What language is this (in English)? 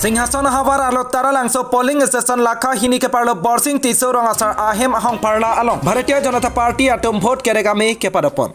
Karbi